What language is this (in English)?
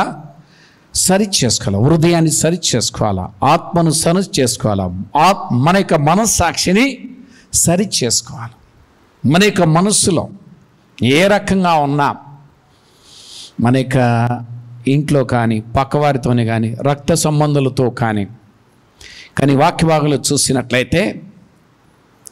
Telugu